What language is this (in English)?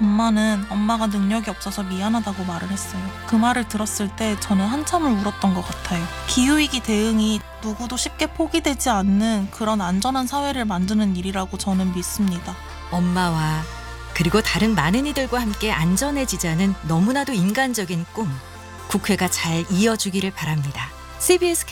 Korean